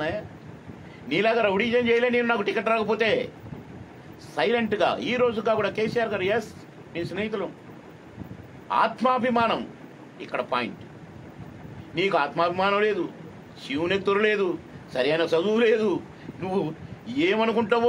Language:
Telugu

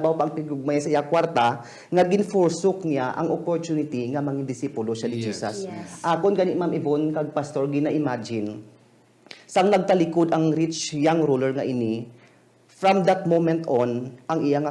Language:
Hiligaynon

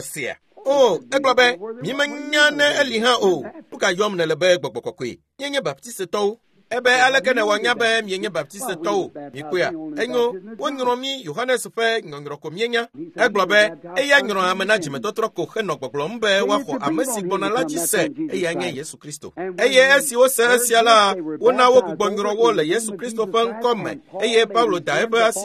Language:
Ewe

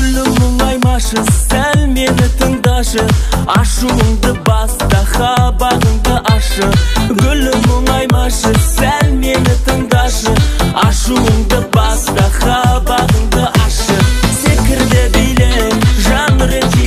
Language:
Kazakh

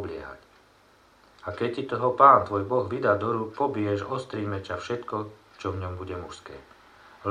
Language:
Slovak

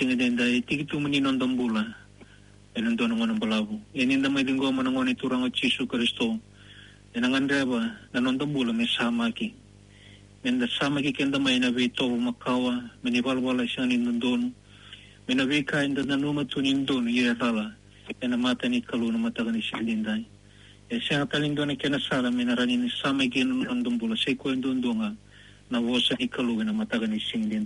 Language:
Fijian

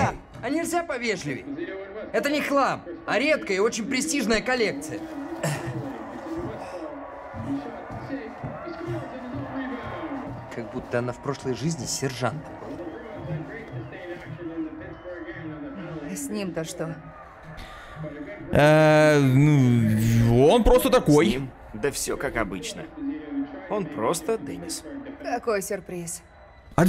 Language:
Russian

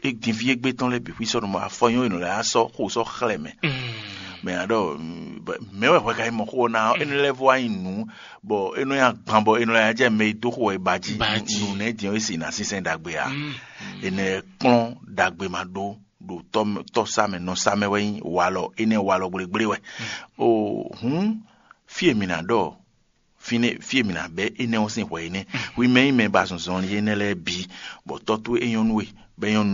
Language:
Fon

